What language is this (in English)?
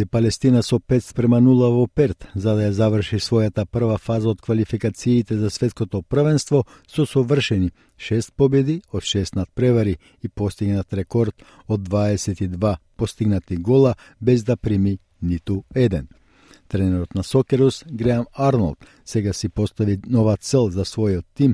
Macedonian